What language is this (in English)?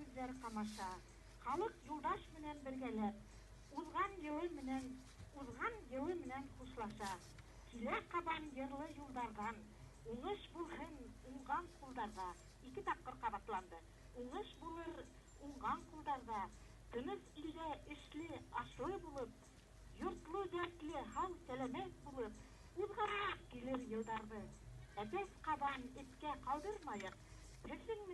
Bashkir